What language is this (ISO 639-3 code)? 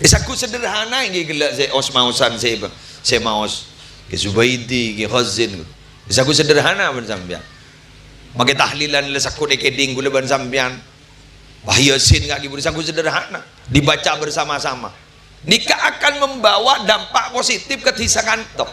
mad